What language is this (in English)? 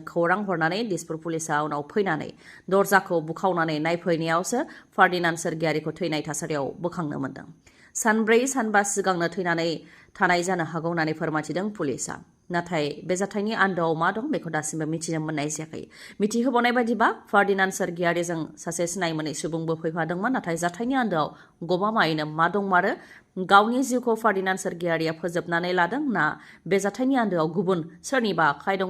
Bodo